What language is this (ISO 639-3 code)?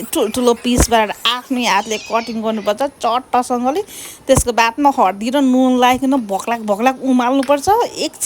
nep